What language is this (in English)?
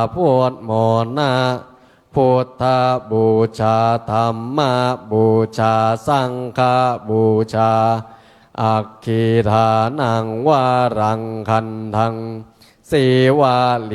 Pali